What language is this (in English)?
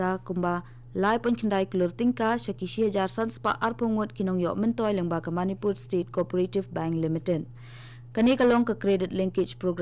Khasi